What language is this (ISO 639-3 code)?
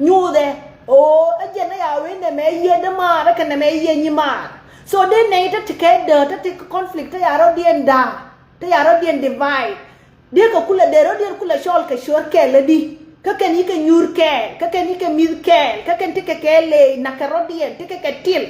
nus